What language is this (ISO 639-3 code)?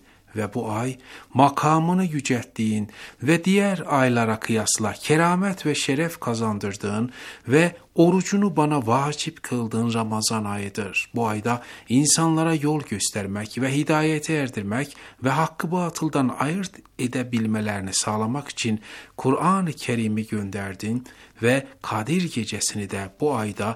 tur